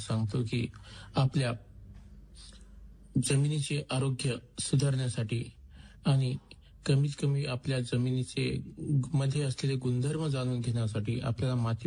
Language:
Marathi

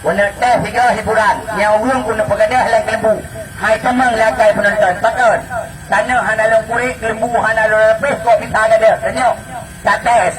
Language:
Achinese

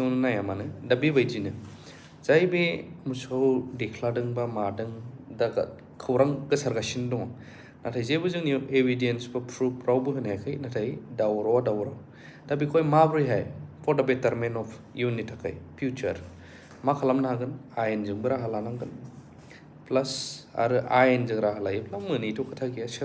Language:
Bodo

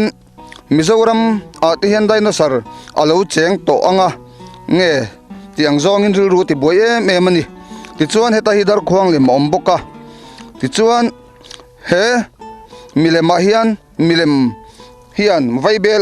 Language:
Mizo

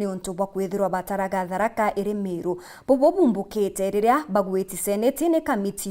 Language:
Meru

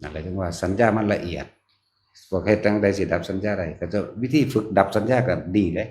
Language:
Northeastern Thai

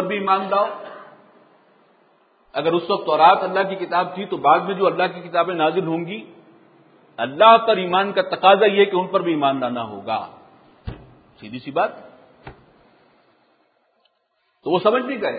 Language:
Urdu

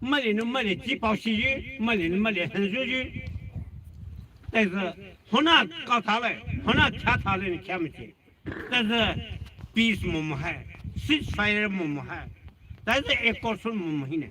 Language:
Poumei Naga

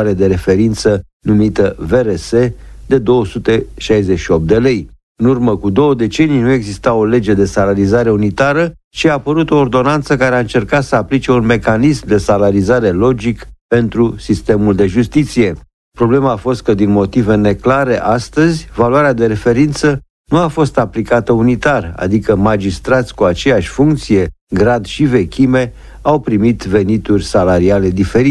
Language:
Romanian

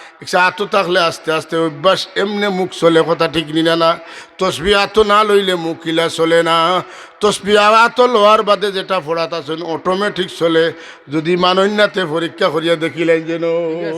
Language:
Sylheti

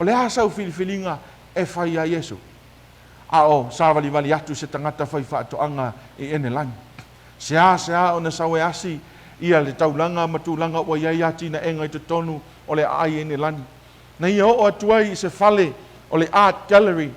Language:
Samoan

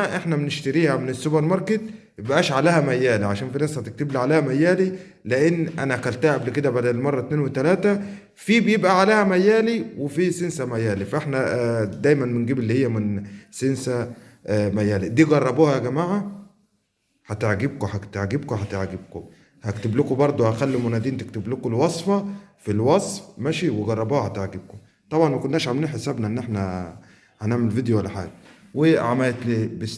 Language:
Egyptian Arabic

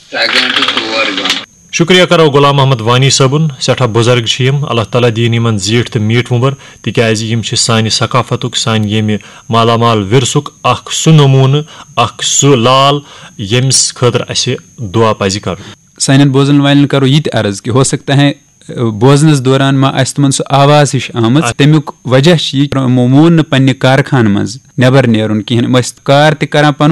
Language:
Kashmiri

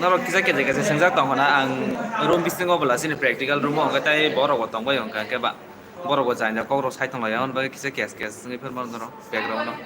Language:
Kok Borok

